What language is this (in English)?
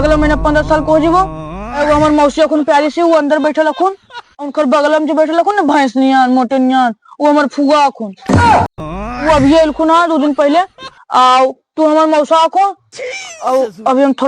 Magahi